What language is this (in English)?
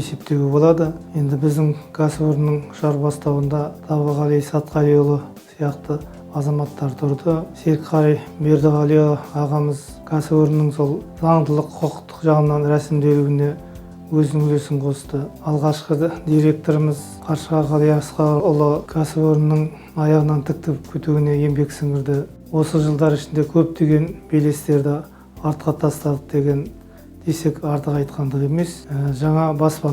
Kazakh